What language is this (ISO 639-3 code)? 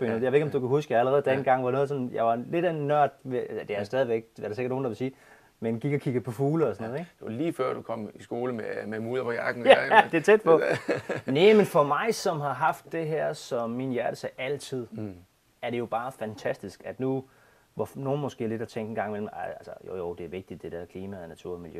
dan